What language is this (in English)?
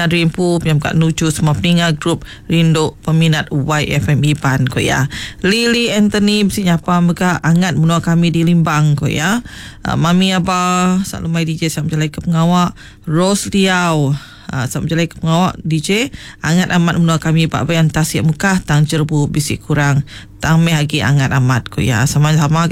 Iban